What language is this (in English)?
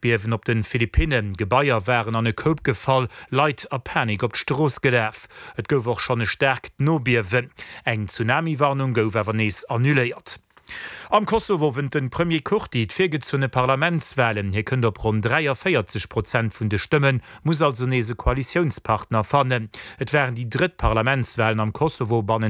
Luxembourgish